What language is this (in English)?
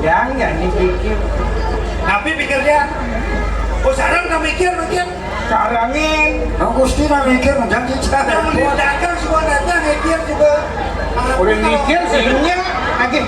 Balinese